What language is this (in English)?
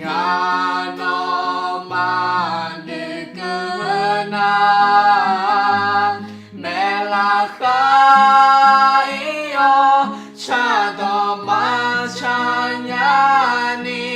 Akha